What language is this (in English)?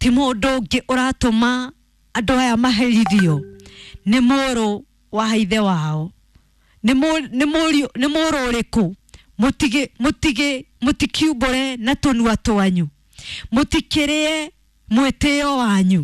Kikuyu